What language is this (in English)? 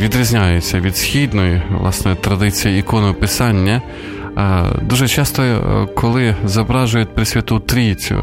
Ukrainian